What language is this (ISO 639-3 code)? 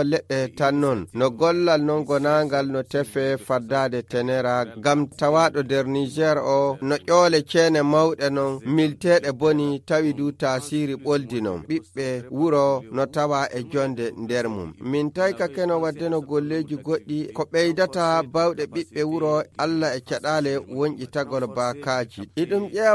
fuv